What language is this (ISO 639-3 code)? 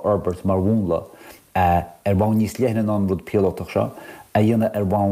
gle